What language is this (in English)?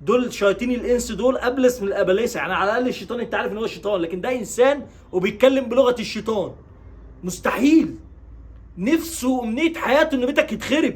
Egyptian Arabic